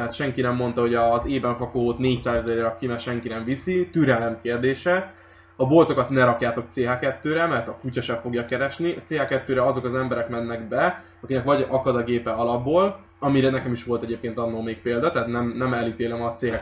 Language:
Hungarian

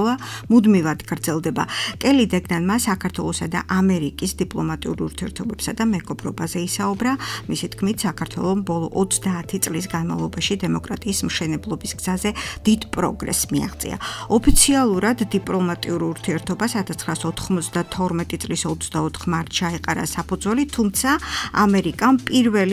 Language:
Georgian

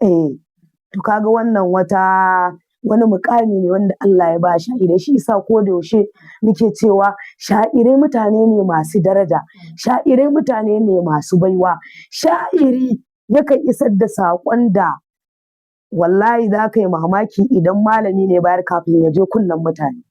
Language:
Hausa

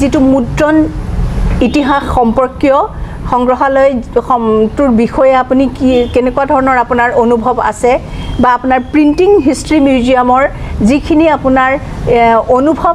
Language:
Assamese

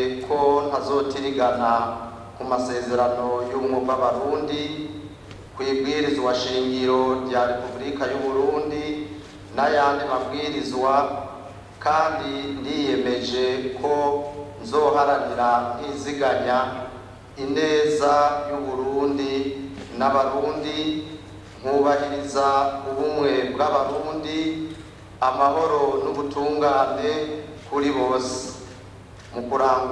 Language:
Rundi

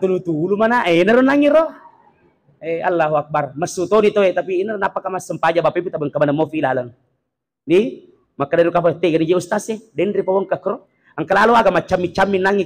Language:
Buginese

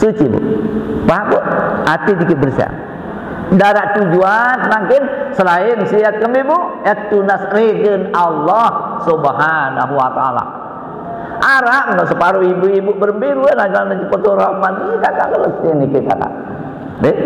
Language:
Sasak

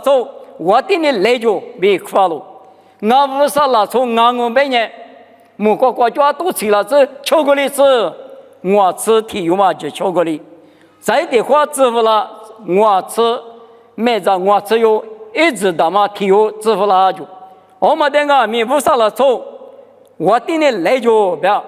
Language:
Lisu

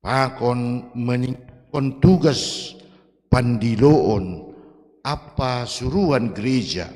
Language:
Batak Simalungun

